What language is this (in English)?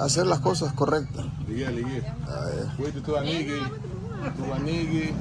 Garifuna